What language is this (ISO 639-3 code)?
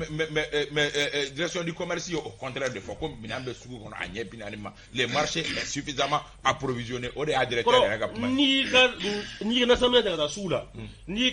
bam